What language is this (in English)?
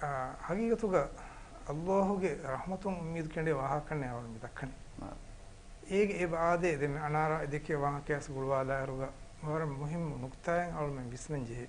Divehi